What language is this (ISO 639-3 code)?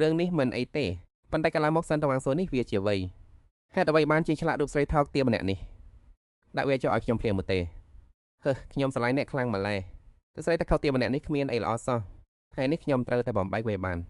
khm